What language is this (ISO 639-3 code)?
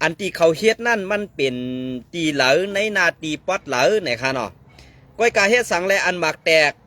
shn